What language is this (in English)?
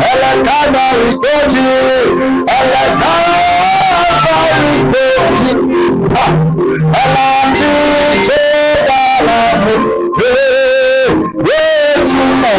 Ewe